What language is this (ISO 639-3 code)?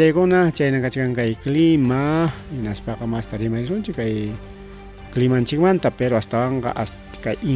quy